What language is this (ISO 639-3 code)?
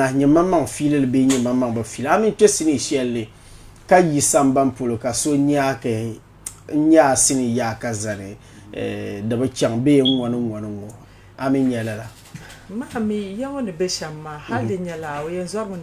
dag